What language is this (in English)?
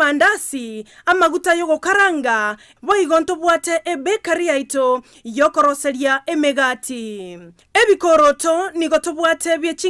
Gusii